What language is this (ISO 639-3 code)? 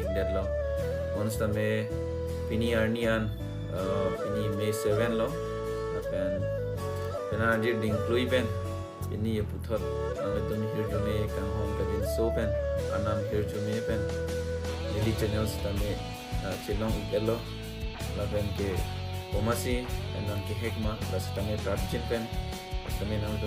mjw